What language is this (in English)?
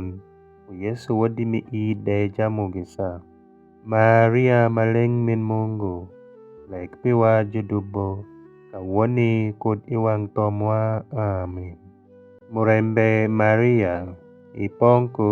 Alur